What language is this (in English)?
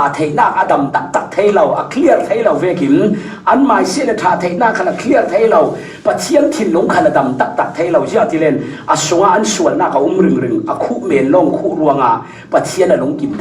Falam Chin